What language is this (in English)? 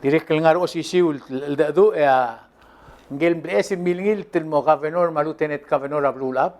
Palauan